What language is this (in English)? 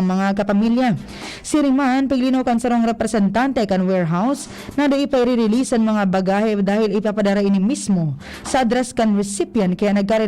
Bikol